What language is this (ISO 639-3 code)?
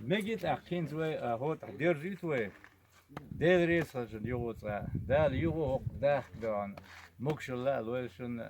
che